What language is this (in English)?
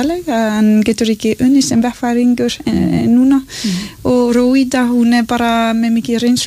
Icelandic